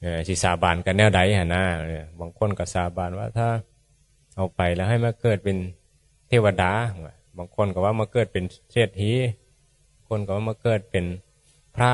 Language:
Northeastern Thai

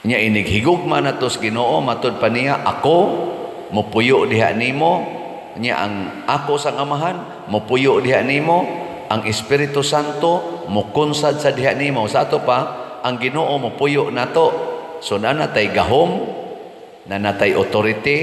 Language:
Cebuano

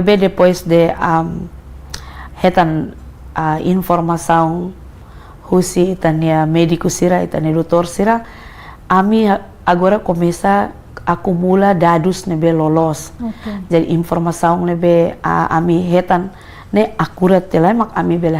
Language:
Tetum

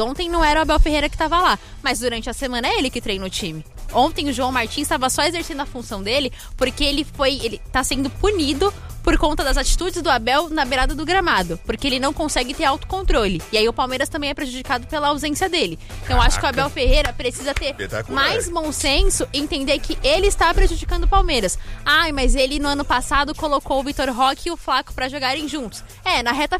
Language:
Portuguese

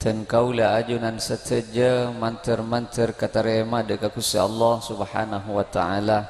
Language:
Madurese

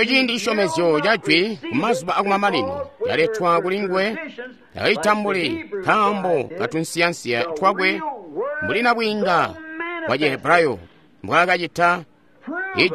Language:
Tonga (Zambia)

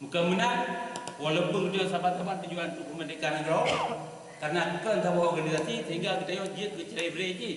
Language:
Achinese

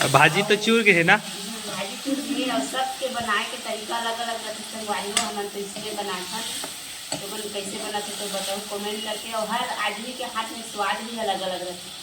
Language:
Chhattisgarhi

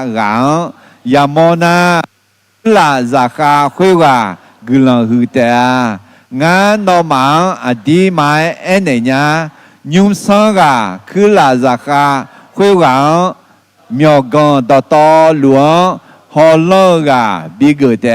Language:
Akha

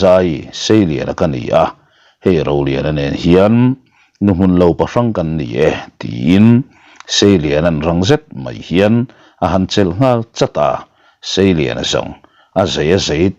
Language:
Mizo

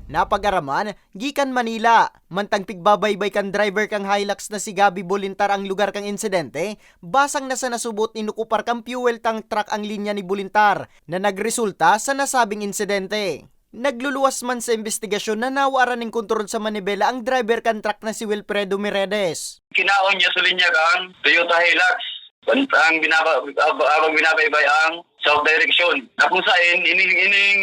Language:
Bikol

